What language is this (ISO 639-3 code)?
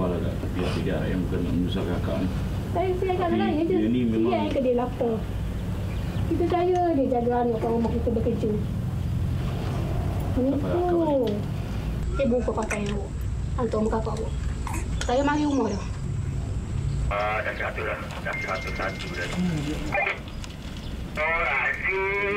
msa